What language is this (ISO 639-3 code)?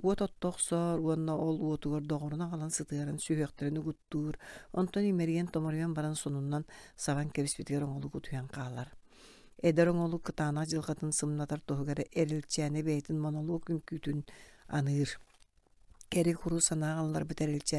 sah